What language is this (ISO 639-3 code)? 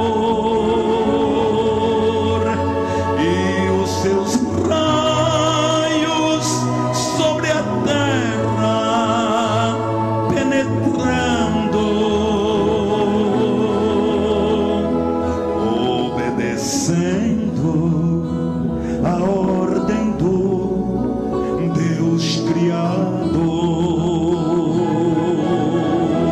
por